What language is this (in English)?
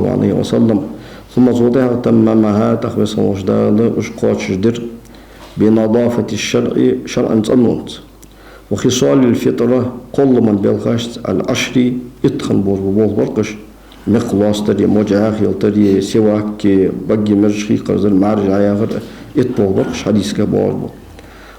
Ingush